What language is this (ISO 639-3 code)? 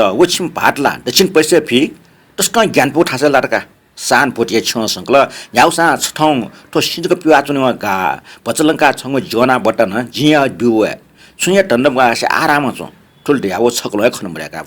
new